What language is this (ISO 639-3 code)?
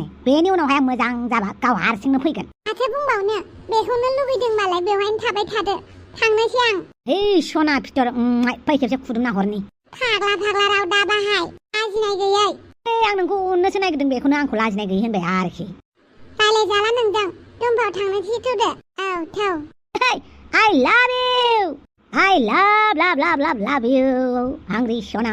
brx